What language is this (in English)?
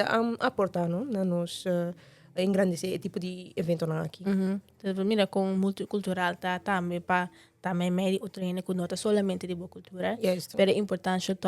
Papiamento